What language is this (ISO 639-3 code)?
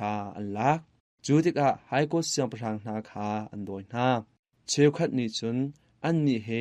cnh